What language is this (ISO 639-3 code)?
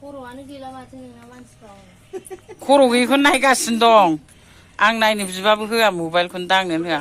brx